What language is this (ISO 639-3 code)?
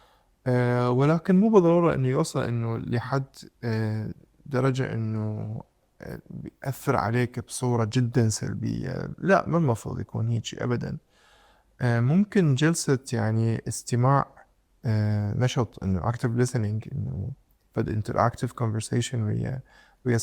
acm